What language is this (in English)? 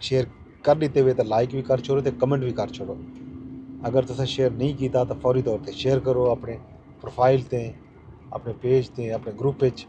Saraiki